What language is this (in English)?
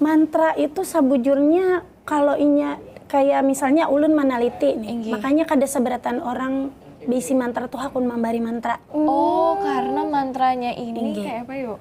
Banjar